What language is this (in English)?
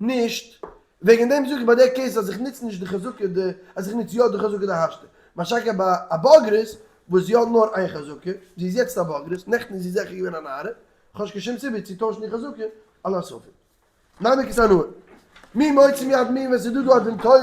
Yiddish